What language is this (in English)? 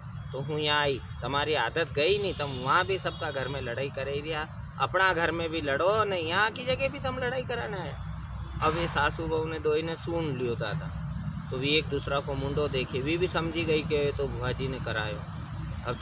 Rajasthani